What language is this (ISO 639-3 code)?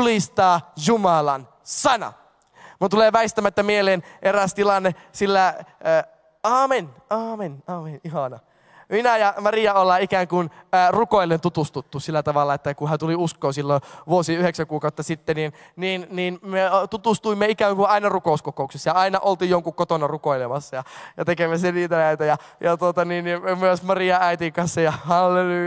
fin